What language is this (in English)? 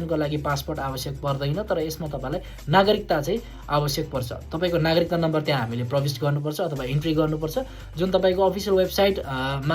Nepali